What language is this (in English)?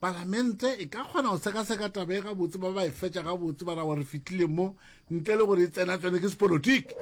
Northern Sotho